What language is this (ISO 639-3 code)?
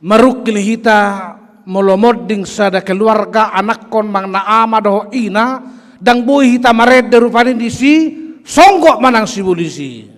bbc